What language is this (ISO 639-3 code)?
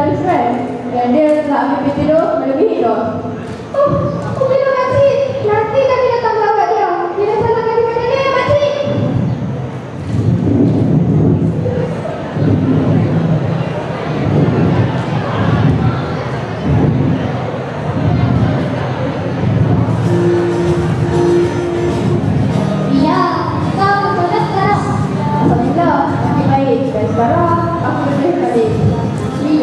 msa